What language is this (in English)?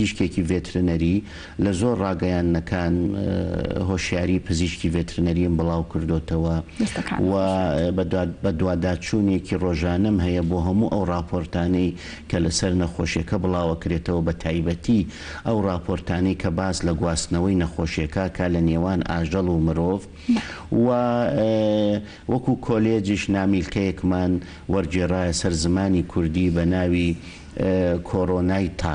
Central Kurdish